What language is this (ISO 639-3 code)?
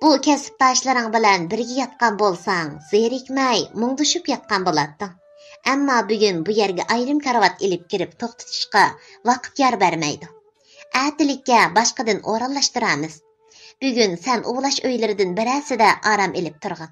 uig